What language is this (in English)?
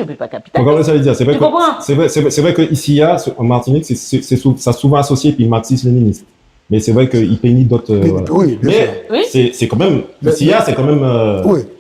Guadeloupean Creole French